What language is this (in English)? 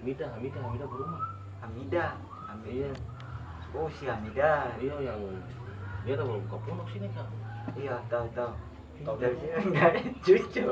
Ambonese Malay